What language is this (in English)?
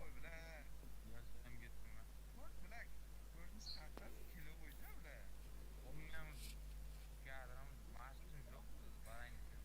Kara-Kalpak